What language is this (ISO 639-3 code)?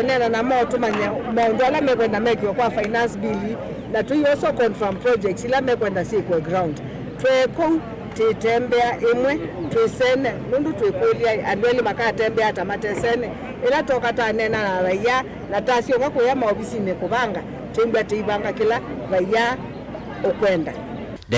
kam